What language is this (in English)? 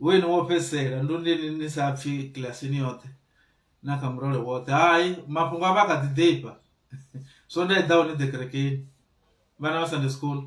Venda